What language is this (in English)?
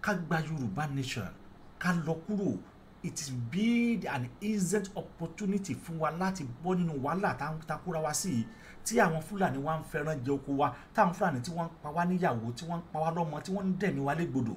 Yoruba